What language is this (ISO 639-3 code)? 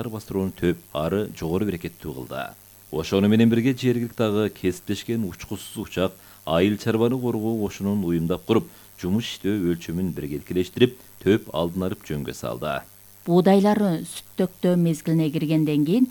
kir